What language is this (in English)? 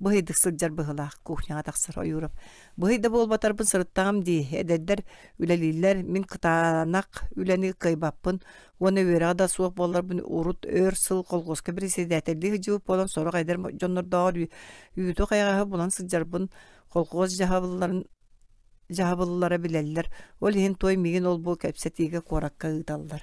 Yakut